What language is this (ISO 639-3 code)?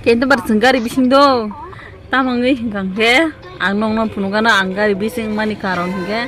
trp